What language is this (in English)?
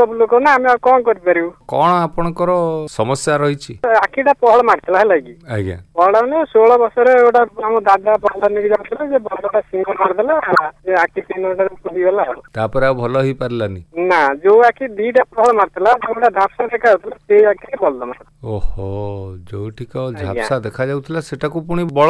Odia